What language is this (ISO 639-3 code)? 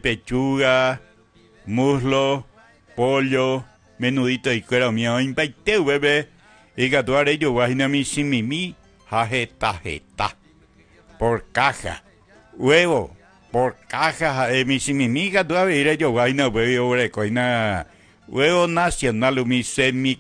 grn